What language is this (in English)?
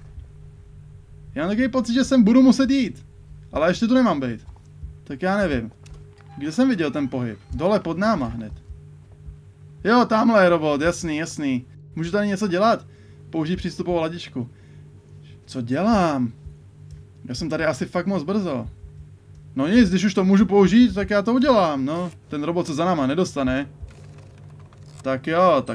Czech